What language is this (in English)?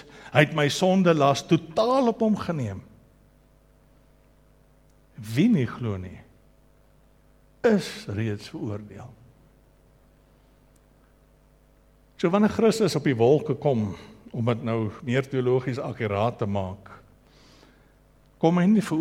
Afrikaans